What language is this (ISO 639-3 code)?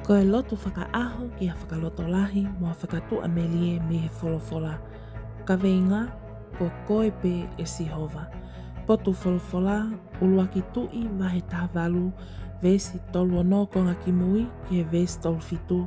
ton